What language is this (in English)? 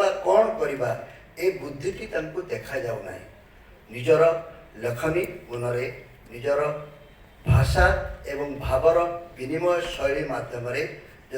Odia